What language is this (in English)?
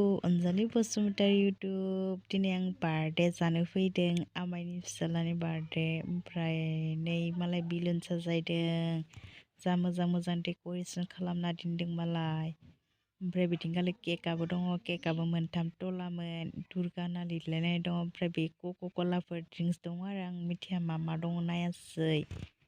Bodo